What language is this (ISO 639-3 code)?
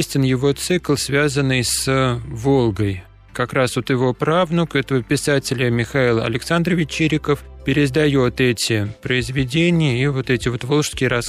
rus